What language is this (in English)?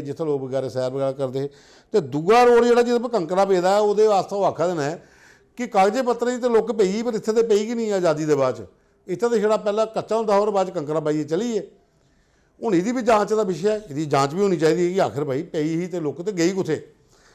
Dogri